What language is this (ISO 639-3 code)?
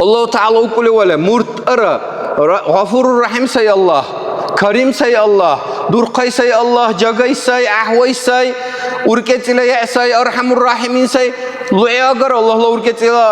dar